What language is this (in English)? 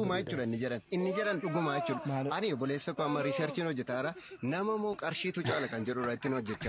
Oromo